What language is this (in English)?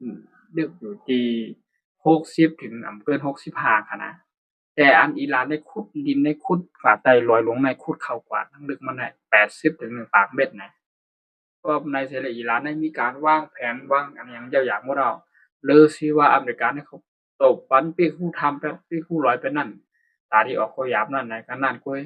Shan